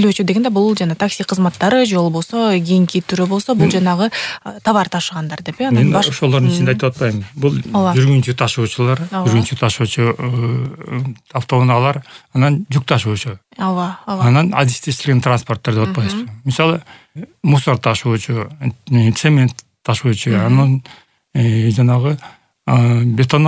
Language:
Kyrgyz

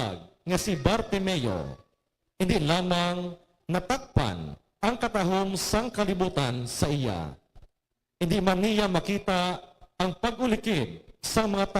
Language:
Hiligaynon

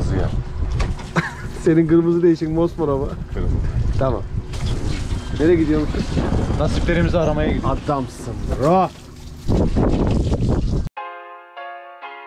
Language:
Turkish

